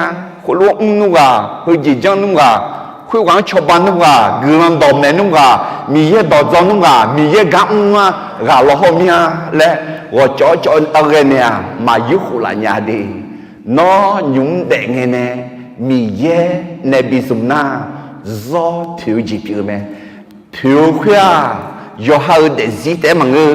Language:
Akha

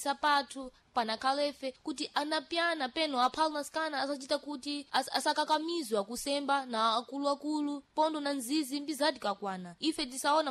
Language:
Sena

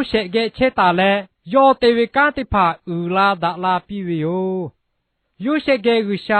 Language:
Lahu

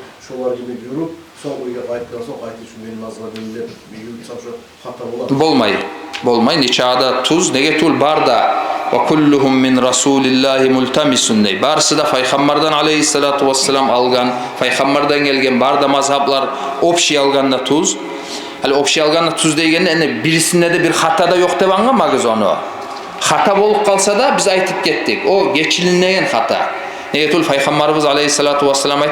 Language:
Kumyk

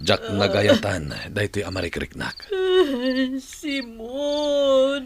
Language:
Iloko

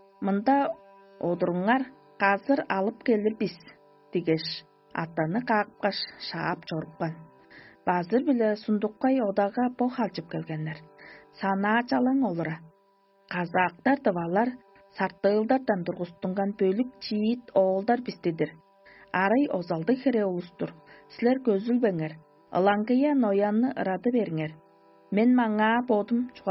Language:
Tuvinian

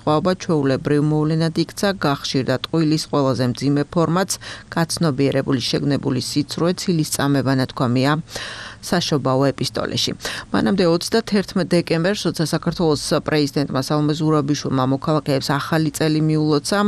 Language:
Georgian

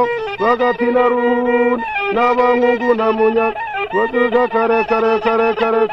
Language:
Kinyarwanda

